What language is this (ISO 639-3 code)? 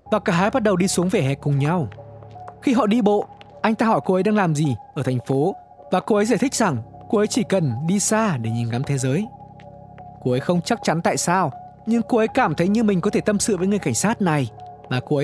vie